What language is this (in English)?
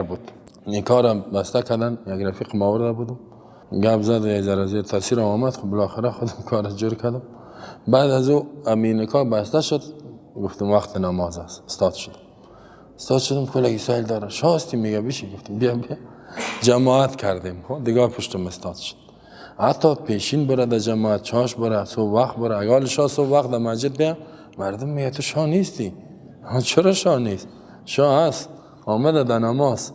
Persian